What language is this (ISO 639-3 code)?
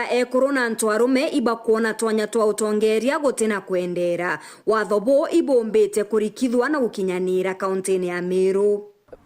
mer